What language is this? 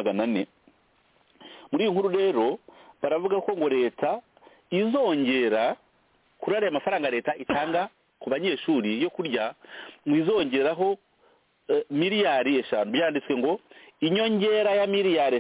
Kinyarwanda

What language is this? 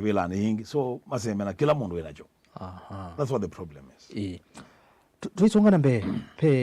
Kamba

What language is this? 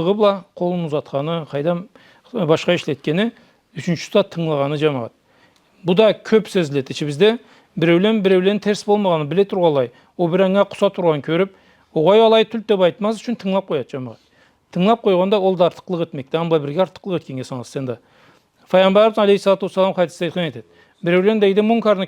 Karachay-Balkar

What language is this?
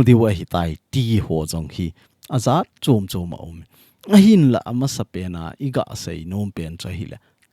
Thado Chin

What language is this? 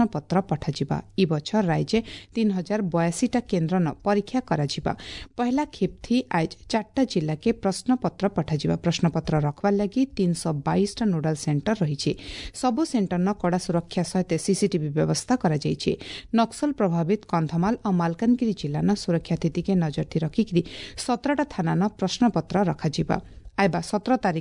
Odia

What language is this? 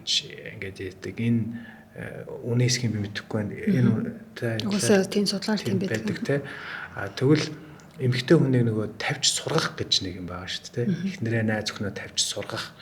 Mongolian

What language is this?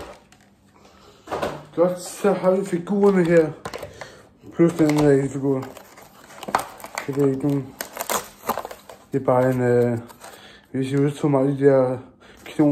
Danish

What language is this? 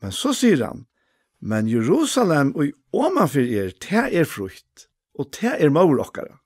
Faroese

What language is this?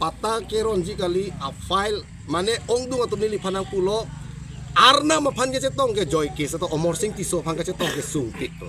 Karbi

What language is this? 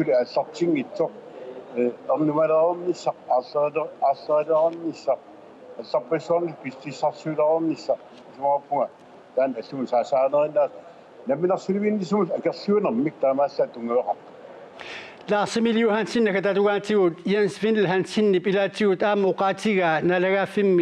Kalaallisut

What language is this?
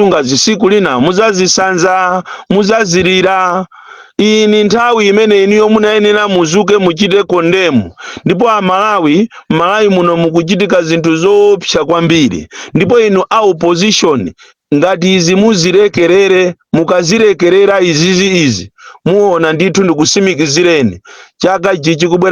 Nyanja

